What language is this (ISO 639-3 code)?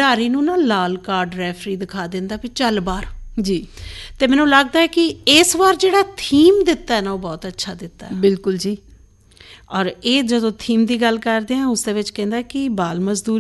pan